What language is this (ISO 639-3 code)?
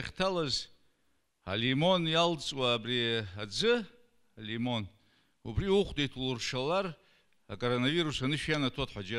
abk